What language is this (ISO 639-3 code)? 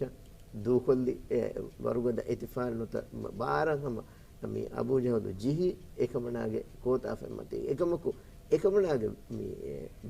div